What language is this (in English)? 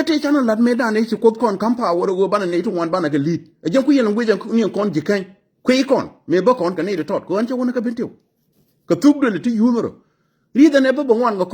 Nuer